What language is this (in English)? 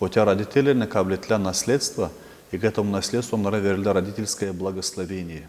Gagauz